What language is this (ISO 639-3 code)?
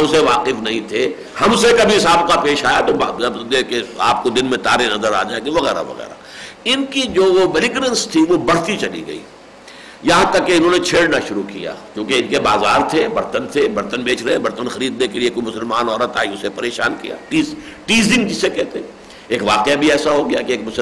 urd